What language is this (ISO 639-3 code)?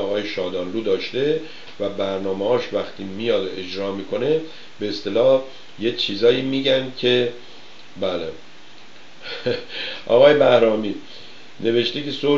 fas